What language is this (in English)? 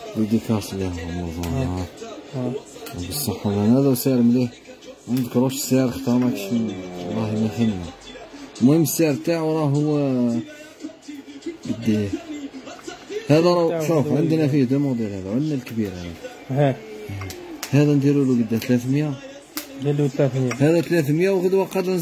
Algerian Arabic